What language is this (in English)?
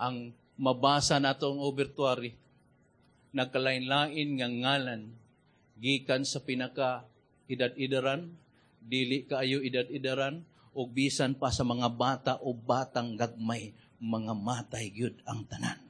Cebuano